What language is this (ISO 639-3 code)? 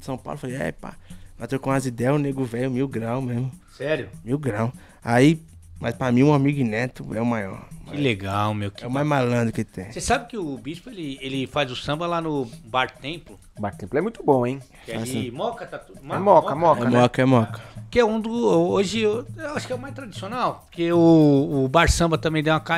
por